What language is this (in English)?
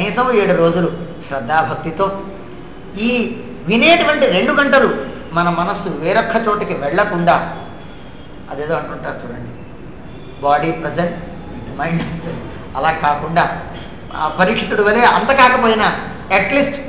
Telugu